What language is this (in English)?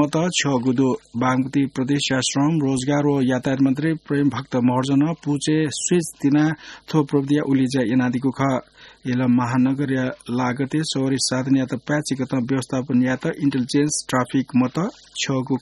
Newari